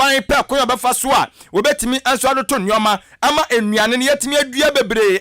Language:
Akan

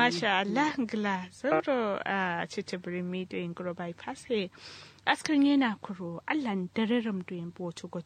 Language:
Kanuri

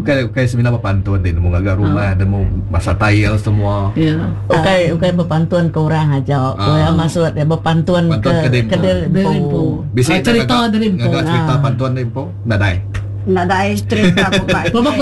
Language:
Iban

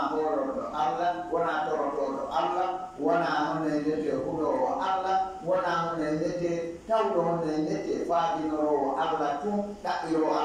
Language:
Fula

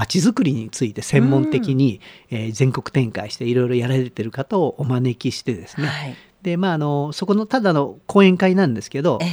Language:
Japanese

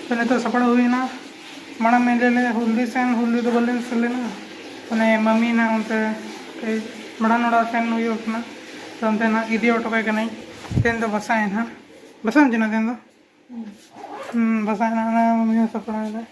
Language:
Santali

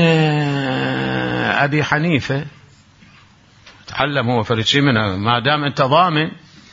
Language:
Arabic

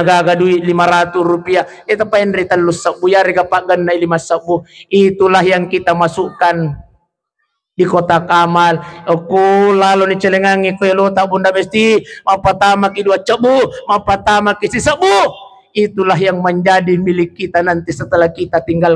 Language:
Buginese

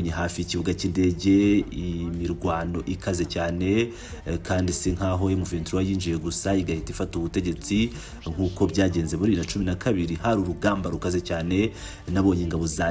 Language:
Kinyarwanda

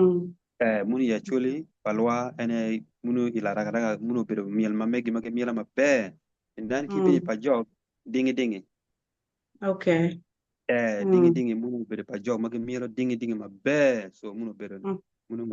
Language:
Acoli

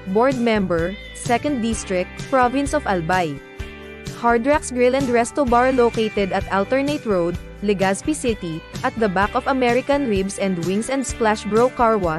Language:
Bikol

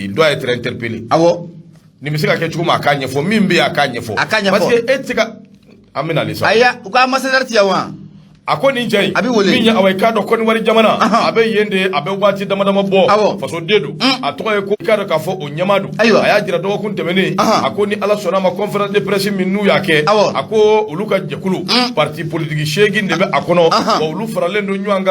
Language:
Bambara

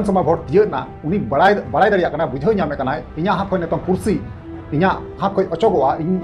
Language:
Santali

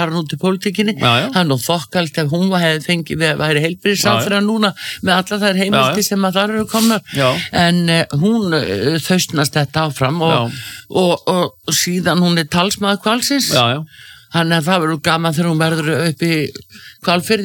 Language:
Icelandic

